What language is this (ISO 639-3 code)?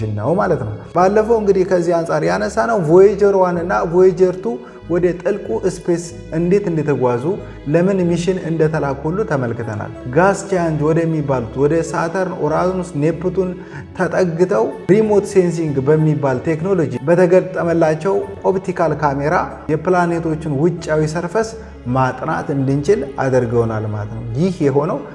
amh